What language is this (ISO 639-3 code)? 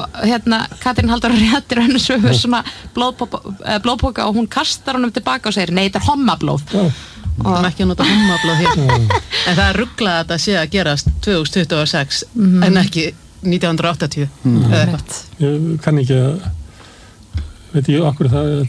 isl